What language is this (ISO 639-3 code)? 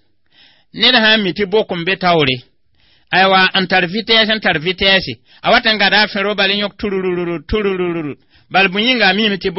mos